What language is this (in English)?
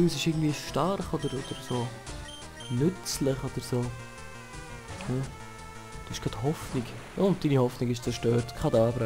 Swiss German